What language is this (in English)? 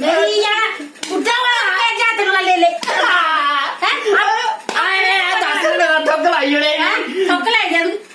Dogri